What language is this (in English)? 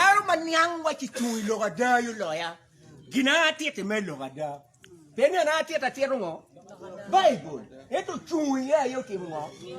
Acoli